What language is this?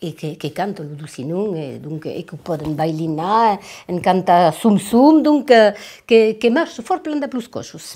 Occitan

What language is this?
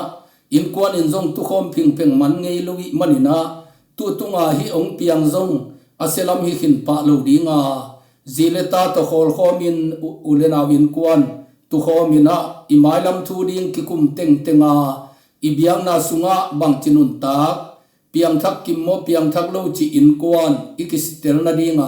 Tedim Chin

